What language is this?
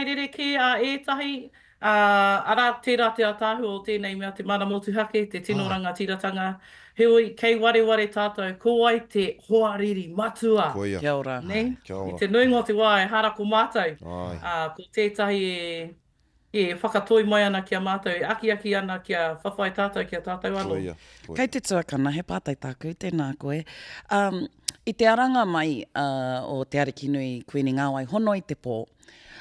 Māori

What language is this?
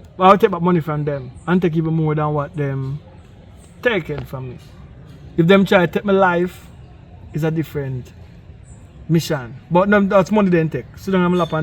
Jamaican Creole English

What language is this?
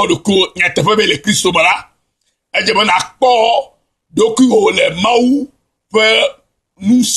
Ewe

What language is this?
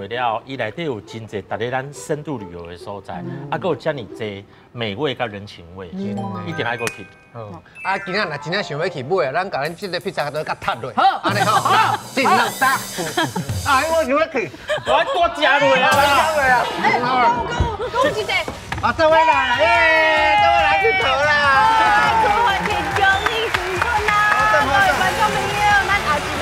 Min Nan Chinese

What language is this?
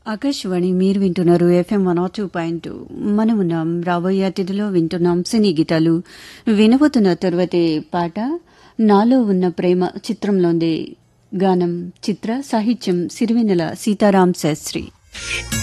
Telugu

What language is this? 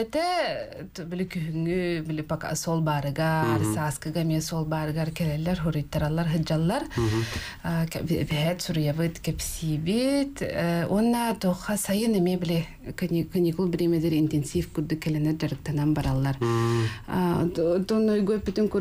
Yakut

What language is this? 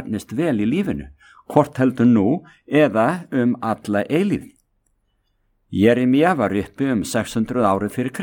Icelandic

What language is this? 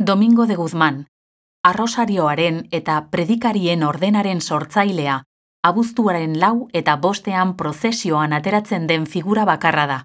Basque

